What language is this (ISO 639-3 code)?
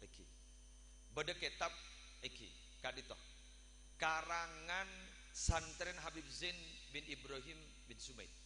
mad